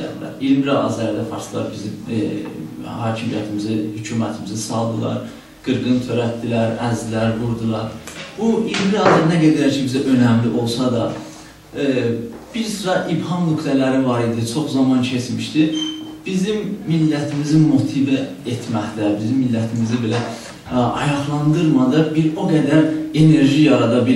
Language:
South Azerbaijani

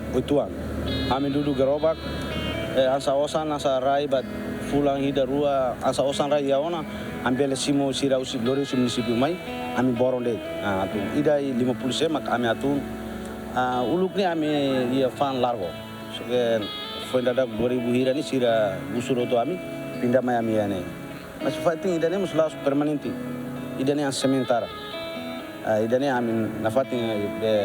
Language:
Tetum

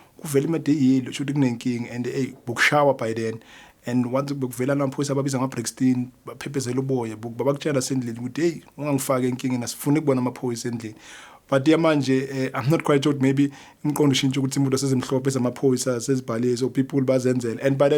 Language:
Zulu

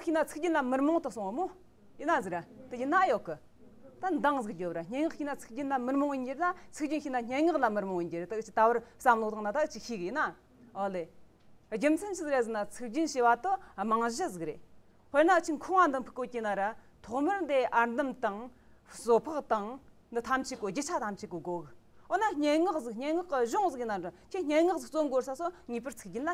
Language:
Tibetan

